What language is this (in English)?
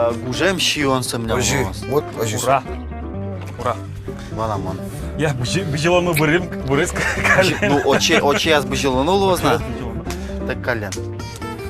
Udmurt